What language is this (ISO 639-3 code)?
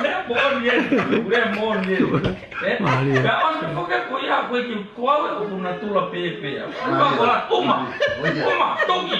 ton